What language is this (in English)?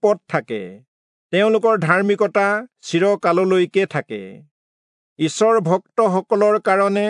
Assamese